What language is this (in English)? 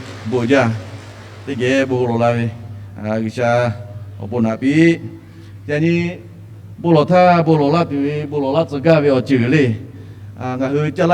Lahu